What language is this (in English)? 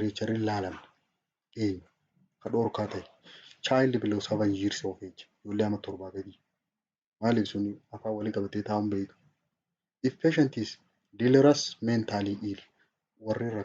Oromo